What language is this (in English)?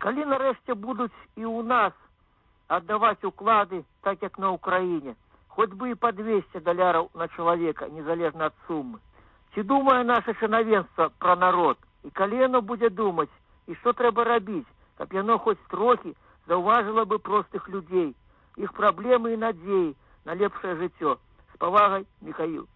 Belarusian